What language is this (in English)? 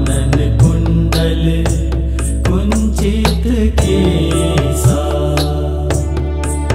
Hindi